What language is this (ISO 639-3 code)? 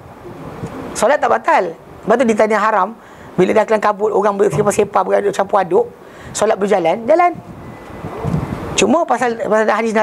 msa